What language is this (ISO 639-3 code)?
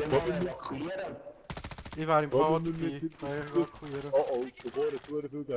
gsw